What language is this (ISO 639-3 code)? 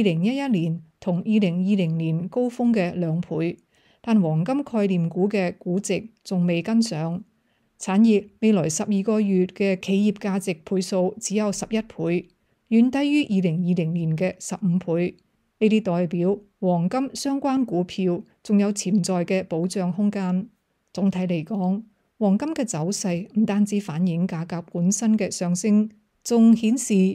yue